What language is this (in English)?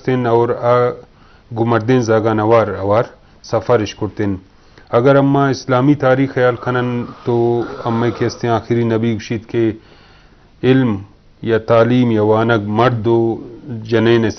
Eastern Balochi